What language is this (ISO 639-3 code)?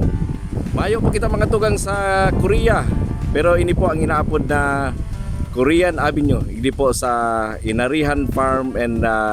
bik